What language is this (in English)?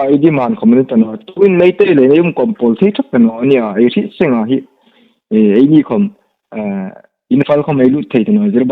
Hmar